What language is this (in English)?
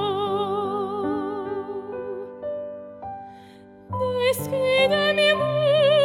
Romanian